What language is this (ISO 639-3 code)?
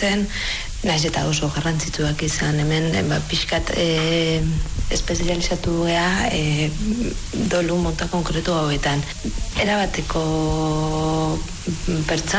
eus